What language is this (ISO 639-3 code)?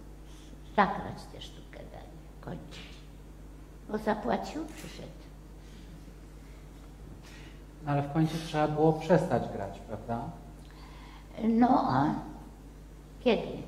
pol